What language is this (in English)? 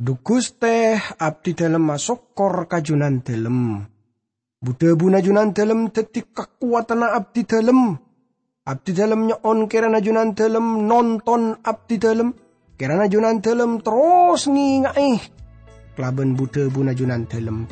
Madurese